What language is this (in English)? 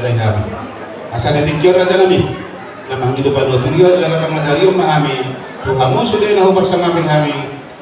Batak Toba